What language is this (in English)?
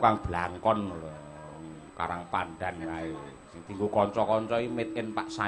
Javanese